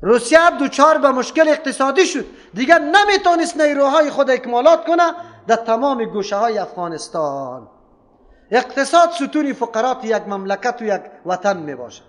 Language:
Persian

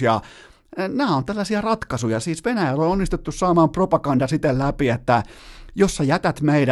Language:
Finnish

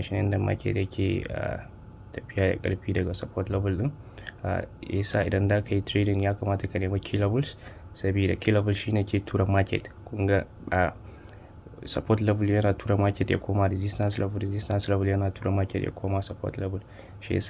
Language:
Hausa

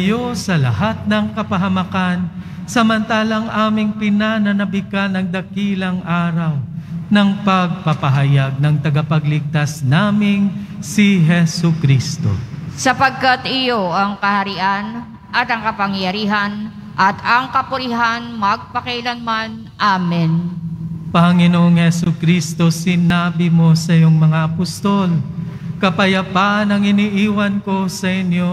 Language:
Filipino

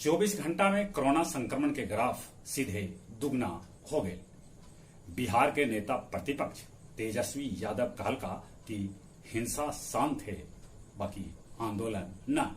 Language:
Magahi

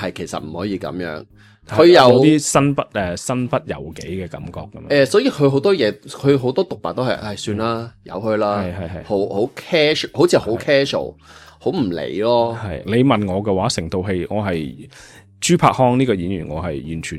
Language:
Cantonese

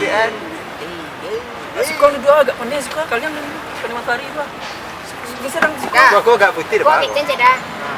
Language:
Minangkabau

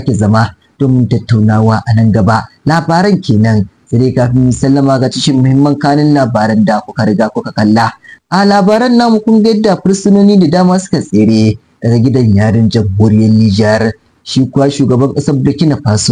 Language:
Hausa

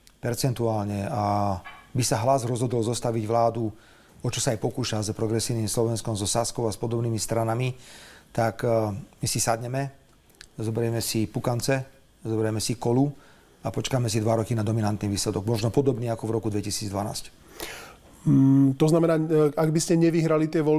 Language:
Slovak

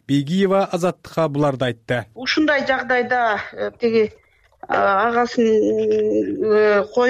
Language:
Kyrgyz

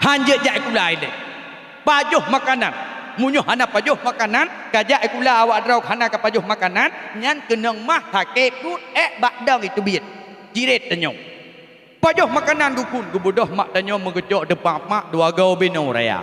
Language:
Achinese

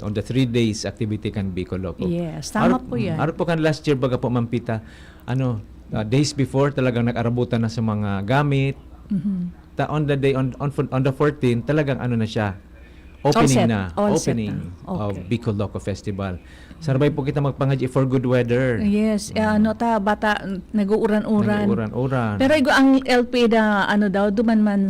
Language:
Bikol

